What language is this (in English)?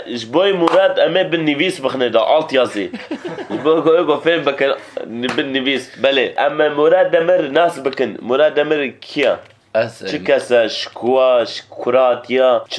Kurdish